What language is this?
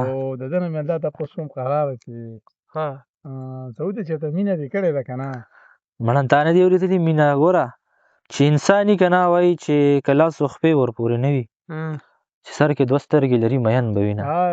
Pashto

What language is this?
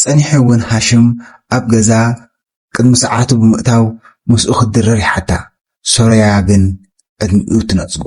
Tigrinya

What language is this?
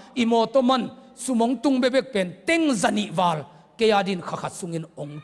Tedim Chin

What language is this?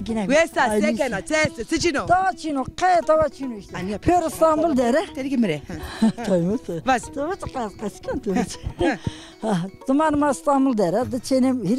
Zaza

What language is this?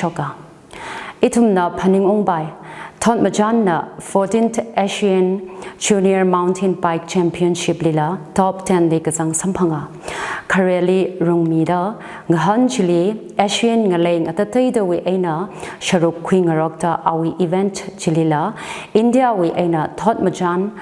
Tangkhul Naga (India)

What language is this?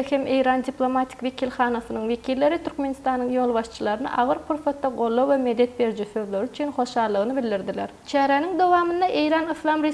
Turkmen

